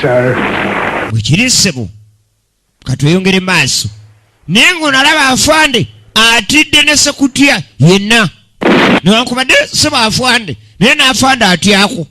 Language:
Ganda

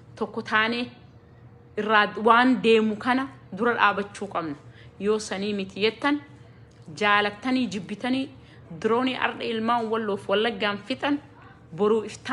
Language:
Oromo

